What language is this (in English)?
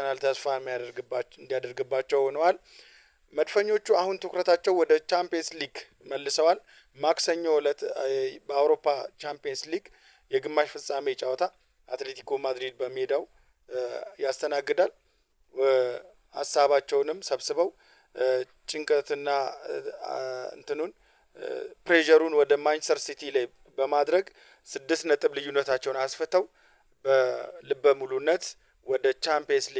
Amharic